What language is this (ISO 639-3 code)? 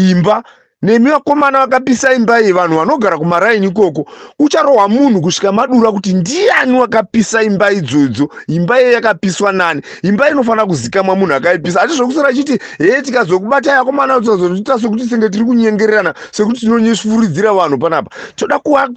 sna